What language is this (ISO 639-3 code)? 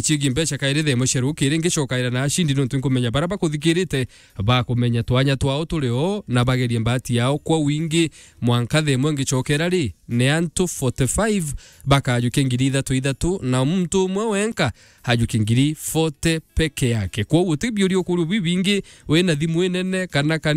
mer